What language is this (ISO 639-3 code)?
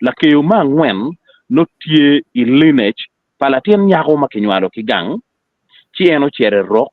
ach